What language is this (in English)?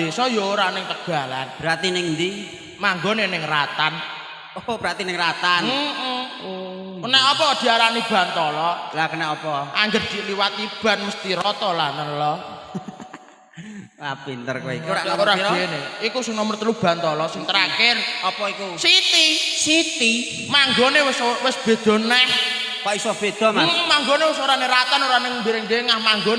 Javanese